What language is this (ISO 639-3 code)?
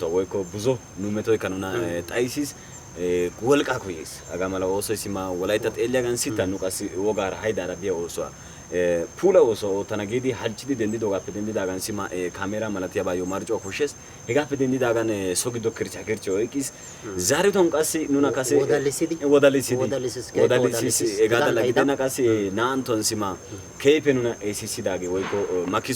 wal